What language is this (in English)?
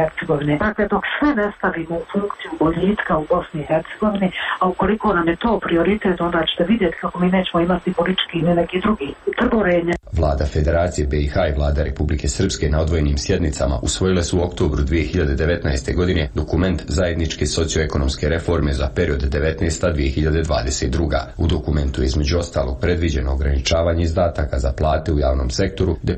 Bosnian